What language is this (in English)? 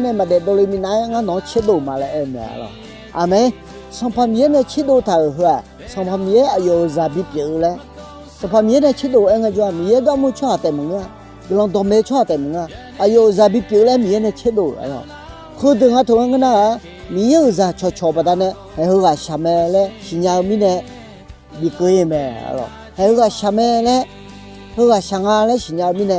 Akha